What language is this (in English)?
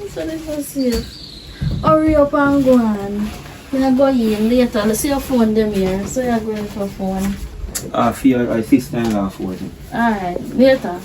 Jamaican Creole English